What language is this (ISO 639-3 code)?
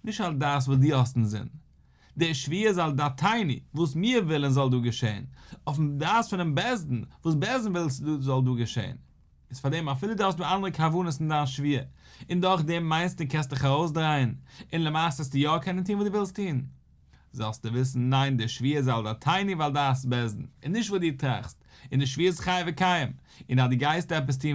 yid